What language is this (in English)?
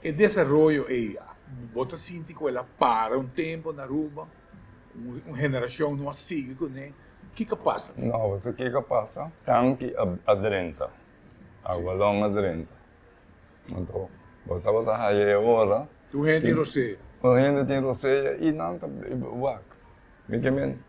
Papiamento